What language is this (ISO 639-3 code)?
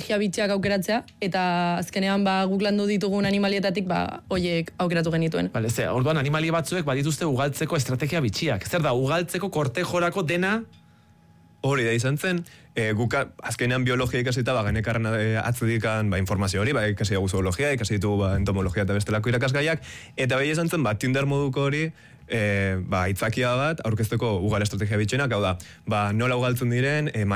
eus